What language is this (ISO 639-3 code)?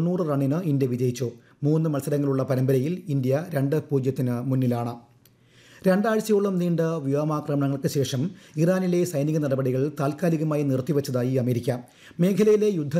mal